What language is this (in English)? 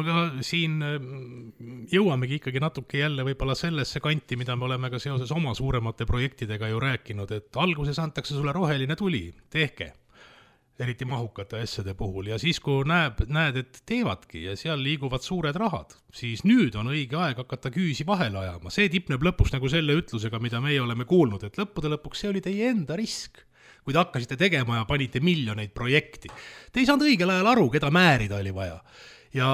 Estonian